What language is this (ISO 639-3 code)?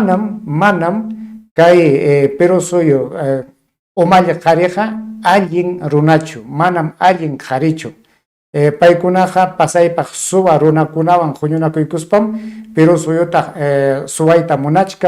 quy